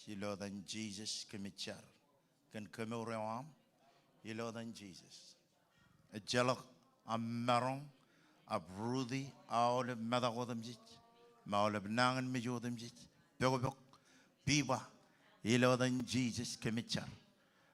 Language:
Marshallese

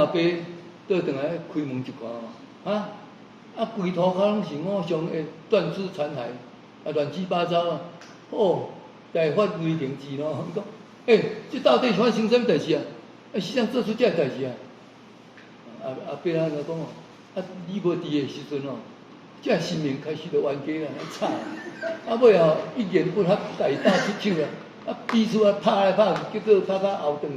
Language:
Min Nan Chinese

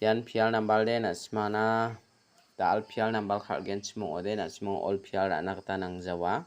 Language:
Garo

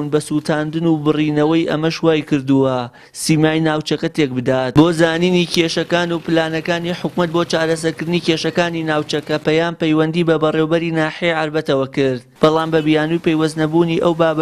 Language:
Central Kurdish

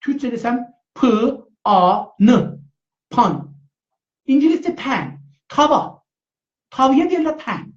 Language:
South Azerbaijani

